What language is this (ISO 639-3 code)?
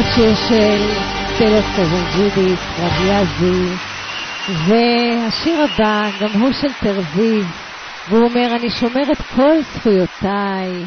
heb